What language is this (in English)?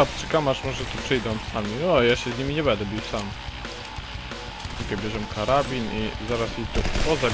Polish